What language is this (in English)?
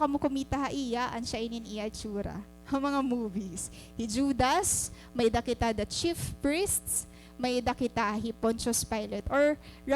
Waray